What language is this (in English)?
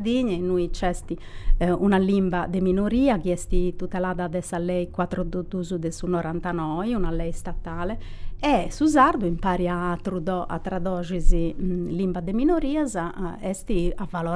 Sardinian